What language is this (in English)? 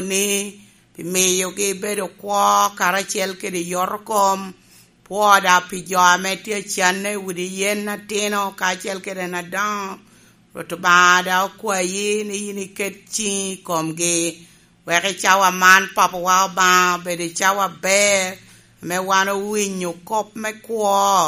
Lango (Uganda)